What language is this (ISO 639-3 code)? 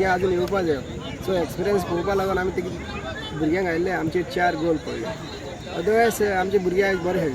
kok